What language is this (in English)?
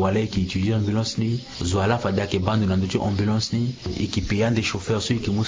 Sango